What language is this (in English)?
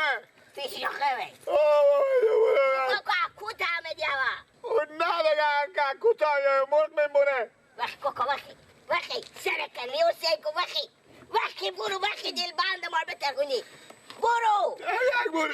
Persian